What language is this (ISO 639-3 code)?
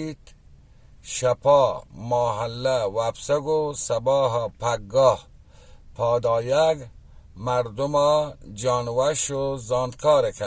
bal